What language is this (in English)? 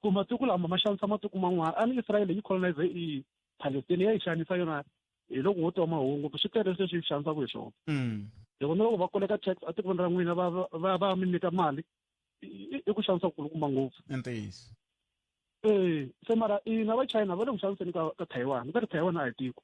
Tsonga